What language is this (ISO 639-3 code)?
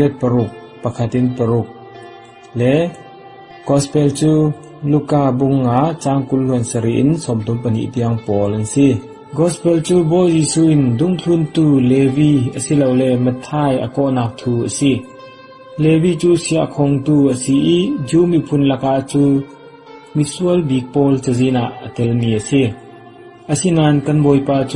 cfm